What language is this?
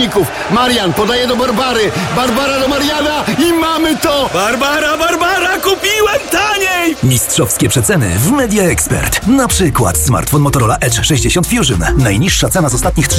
Polish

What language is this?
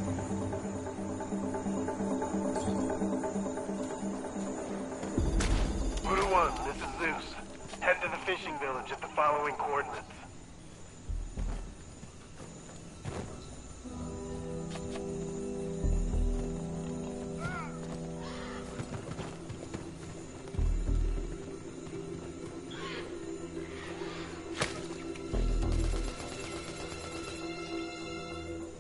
English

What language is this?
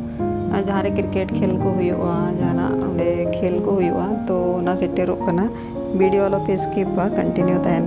Santali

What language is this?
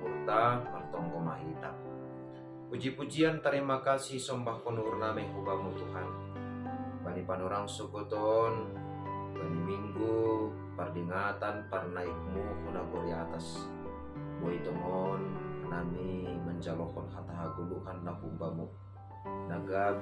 Batak Simalungun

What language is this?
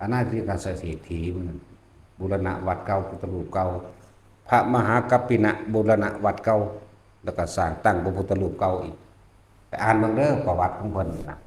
Northeastern Thai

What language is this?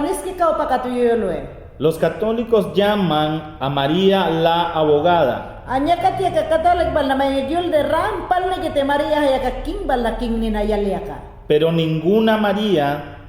Mayangna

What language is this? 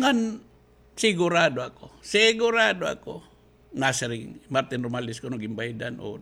Waray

